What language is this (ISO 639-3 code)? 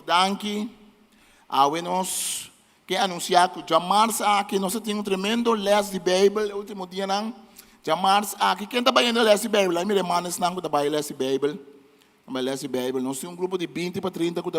pap